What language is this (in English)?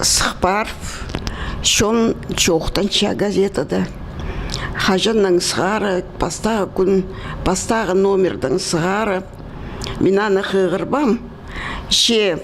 Khakas